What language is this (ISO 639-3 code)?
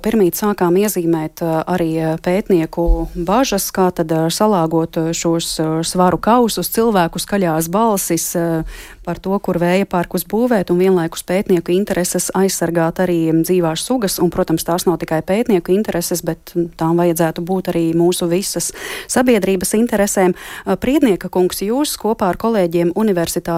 lav